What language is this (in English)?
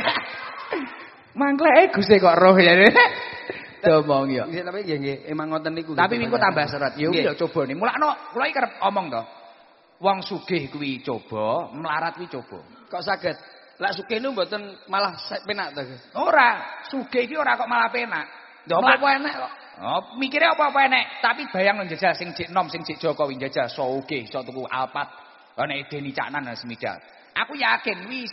Javanese